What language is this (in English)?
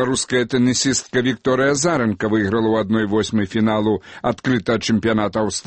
Belarusian